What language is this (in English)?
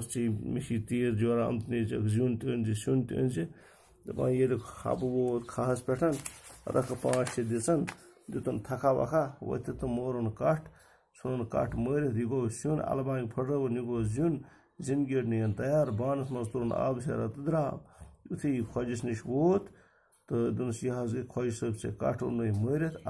Kashmiri